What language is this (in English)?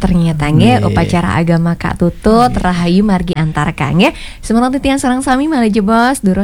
Balinese